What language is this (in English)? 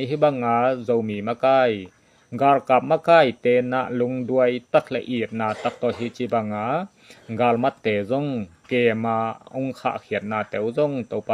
Tedim Chin